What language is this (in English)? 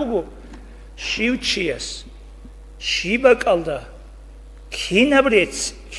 Avaric